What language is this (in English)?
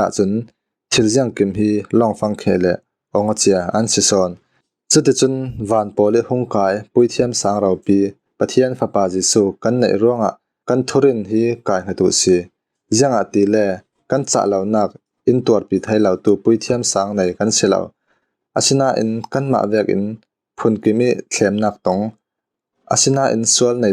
Falam Chin